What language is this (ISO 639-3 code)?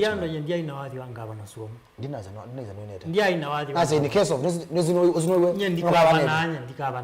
kam